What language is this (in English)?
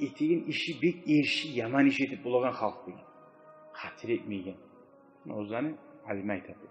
Kumyk